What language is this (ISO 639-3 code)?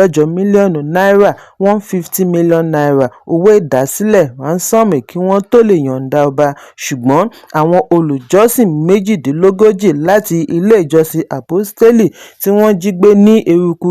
yor